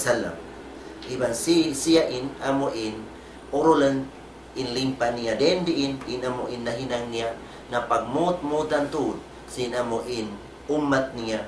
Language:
Tausug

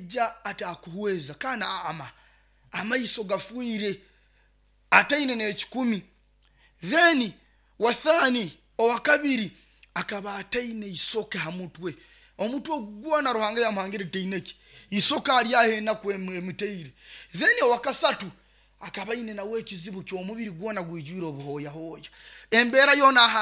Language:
Nyoro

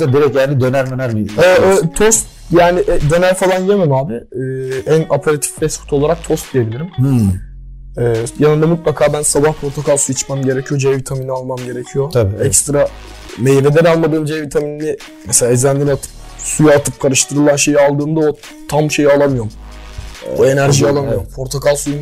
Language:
Turkish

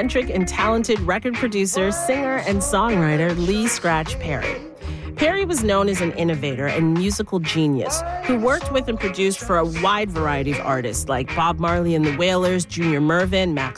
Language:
English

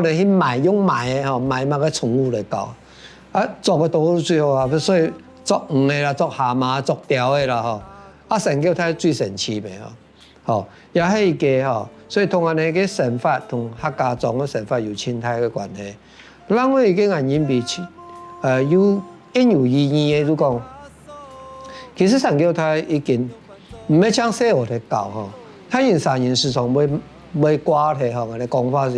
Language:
Hakka Chinese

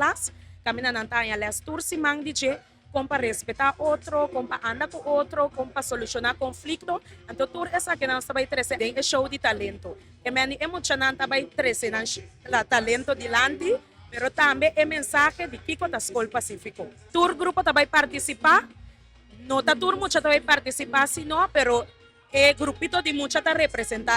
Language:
Papiamento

